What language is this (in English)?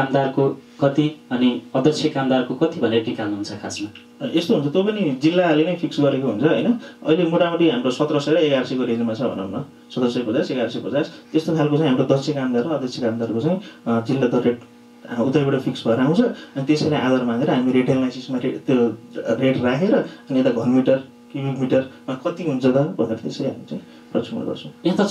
Nepali